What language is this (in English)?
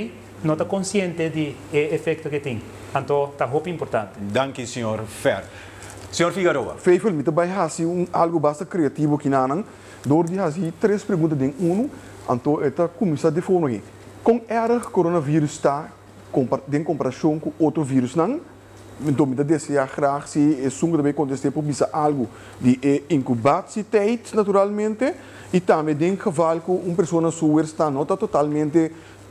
Papiamento